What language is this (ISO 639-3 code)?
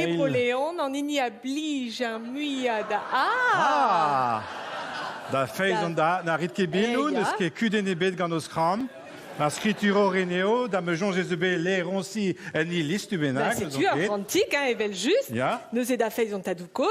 bre